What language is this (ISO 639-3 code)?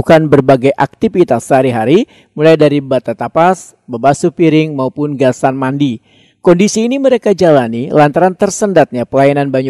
bjn